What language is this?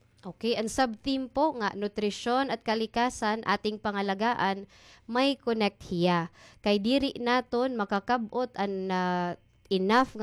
Waray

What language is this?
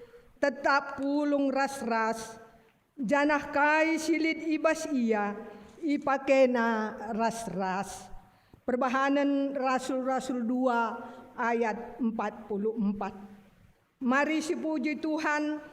Batak Karo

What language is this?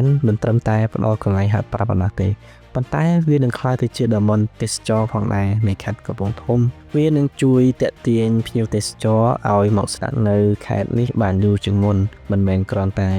Khmer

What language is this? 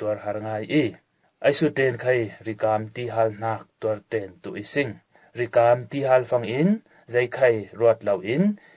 Falam Chin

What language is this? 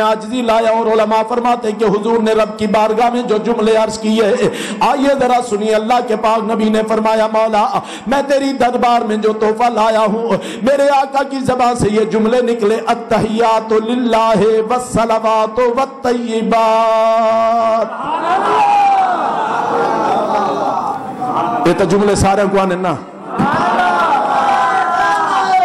Urdu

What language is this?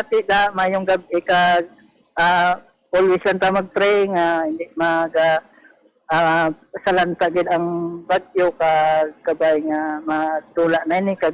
Hiligaynon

